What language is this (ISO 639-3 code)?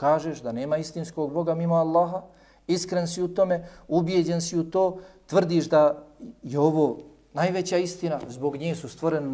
bos